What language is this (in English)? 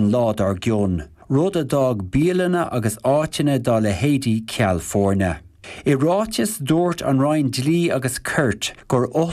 Irish